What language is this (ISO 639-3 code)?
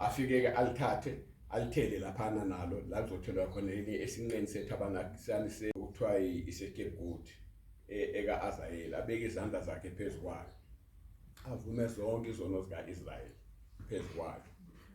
zul